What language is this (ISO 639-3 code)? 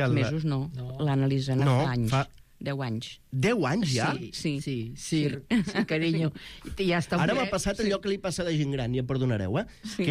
cat